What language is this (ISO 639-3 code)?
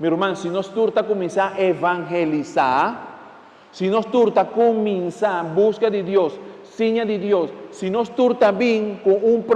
pap